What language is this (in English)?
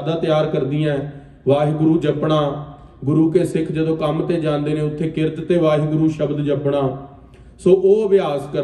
Punjabi